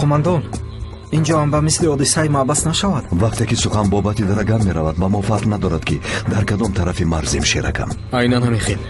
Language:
Tajik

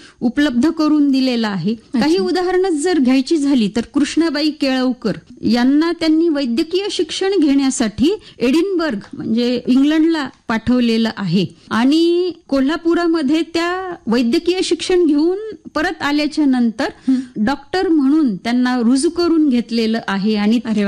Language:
Marathi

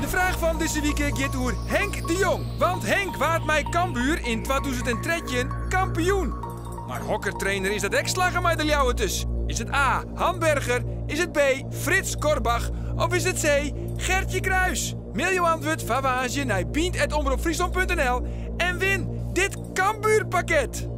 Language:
Western Frisian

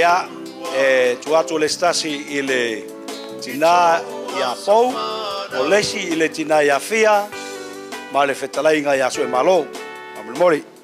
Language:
Samoan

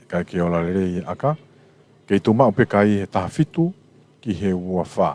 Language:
Tongan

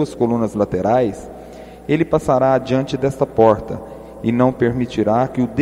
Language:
Portuguese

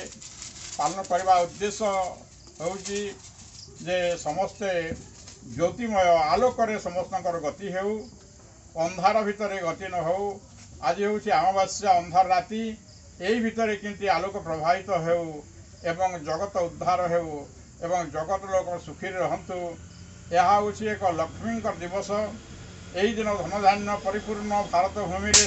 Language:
Odia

